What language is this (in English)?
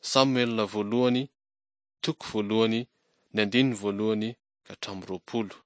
Malagasy